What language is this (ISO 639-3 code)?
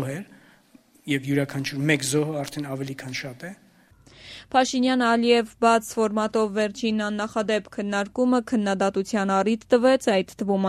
hye